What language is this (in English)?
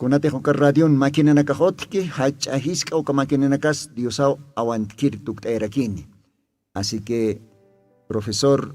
Aymara